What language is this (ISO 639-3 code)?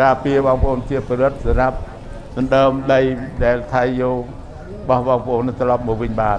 khm